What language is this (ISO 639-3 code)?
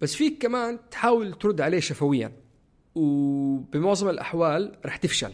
apc